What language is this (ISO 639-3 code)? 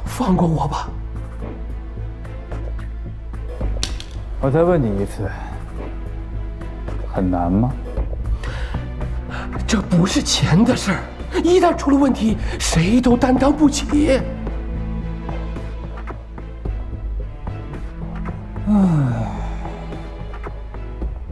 zho